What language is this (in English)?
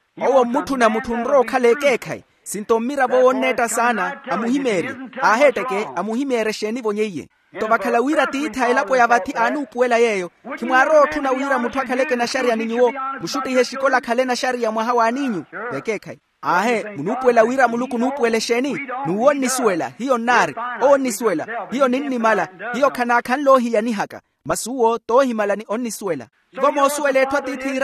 Makhuwa